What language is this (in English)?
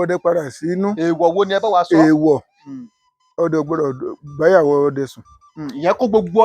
Yoruba